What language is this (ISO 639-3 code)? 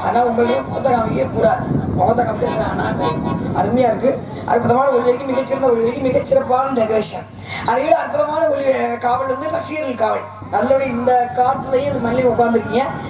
tam